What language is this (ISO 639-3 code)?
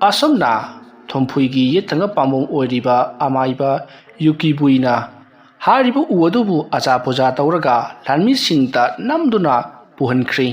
mni